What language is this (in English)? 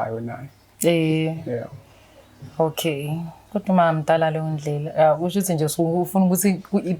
Zulu